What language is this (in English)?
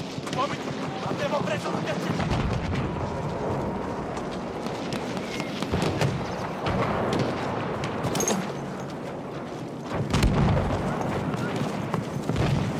Italian